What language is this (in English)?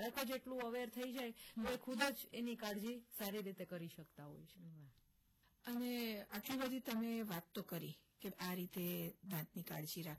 Gujarati